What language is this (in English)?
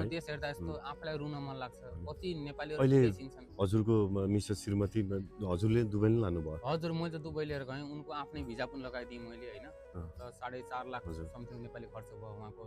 Nepali